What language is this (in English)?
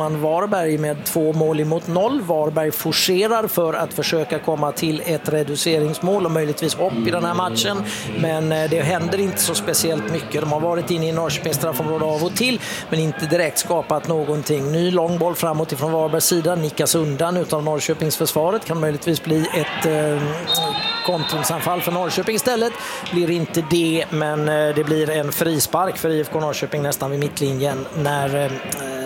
Swedish